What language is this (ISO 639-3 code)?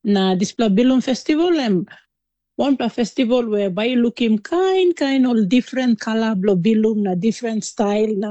tpi